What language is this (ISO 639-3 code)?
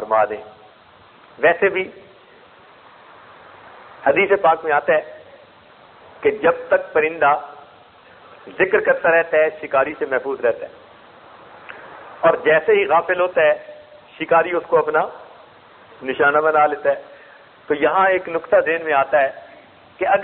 urd